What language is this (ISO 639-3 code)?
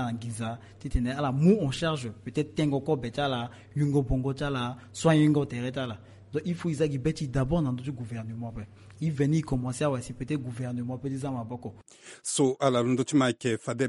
sag